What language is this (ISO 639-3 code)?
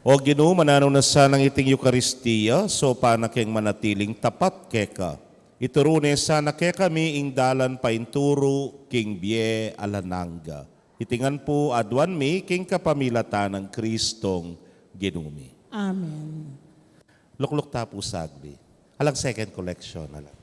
pam